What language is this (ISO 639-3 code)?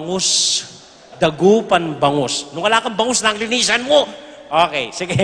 pam